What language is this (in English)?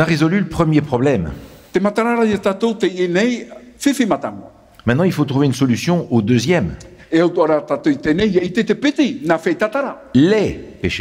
Tahitian